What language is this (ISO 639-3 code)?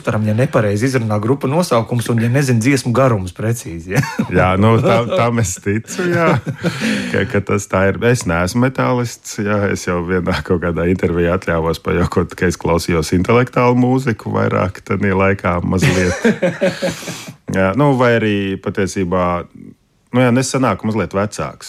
lav